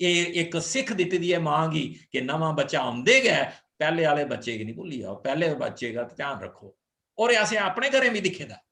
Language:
Dogri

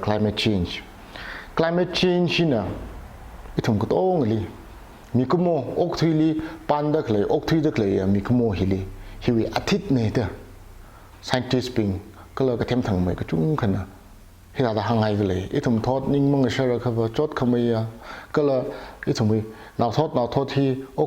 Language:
Tangkhul Naga (India)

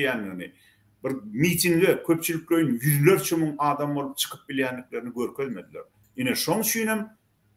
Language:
Turkmen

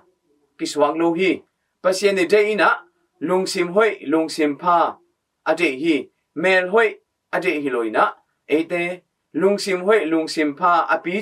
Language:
Tedim Chin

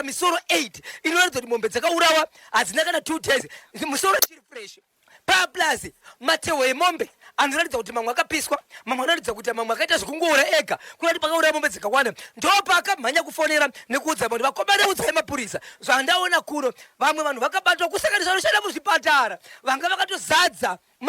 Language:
Shona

